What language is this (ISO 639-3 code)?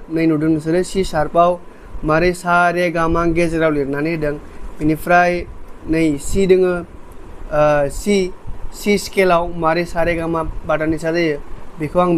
brx